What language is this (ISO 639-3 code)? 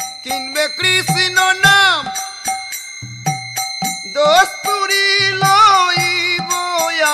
ben